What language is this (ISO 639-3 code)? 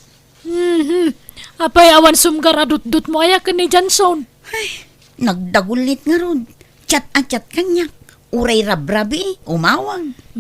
ilo